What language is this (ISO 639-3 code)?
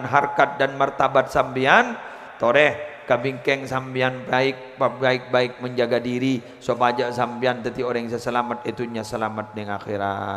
mad